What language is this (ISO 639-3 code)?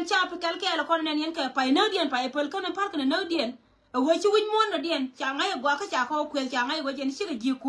nus